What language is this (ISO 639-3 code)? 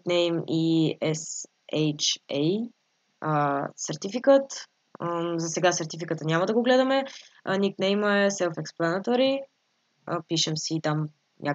bul